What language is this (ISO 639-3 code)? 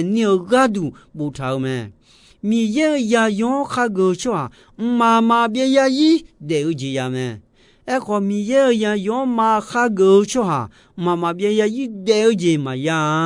ahk